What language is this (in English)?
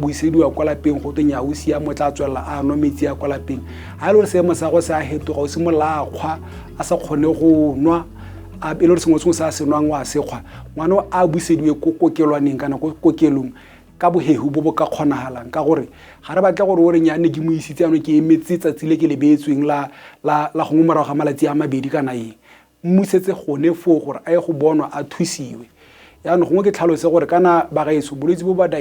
Tswana